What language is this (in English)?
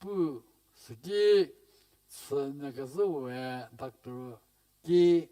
Angami Naga